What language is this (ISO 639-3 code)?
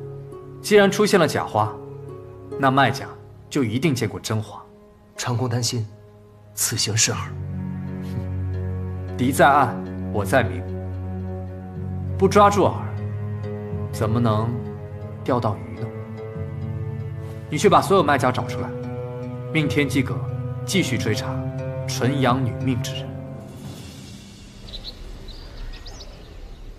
zho